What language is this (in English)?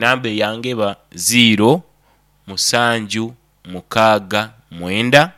Nyoro